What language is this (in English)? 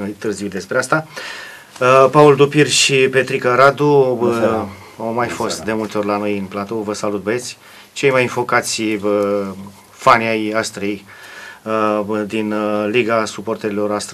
Romanian